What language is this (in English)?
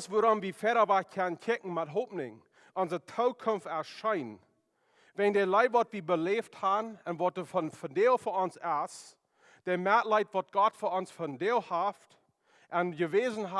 Plautdietsch